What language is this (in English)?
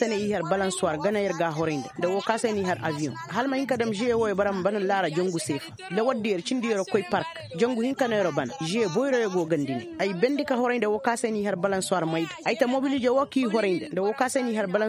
Koyraboro Senni